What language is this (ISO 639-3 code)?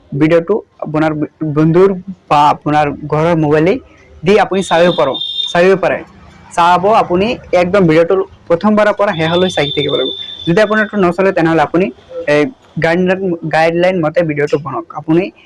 asm